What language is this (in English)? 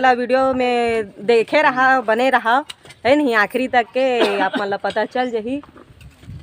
Chhattisgarhi